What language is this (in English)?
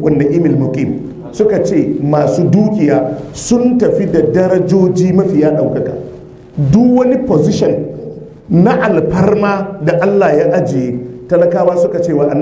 Hausa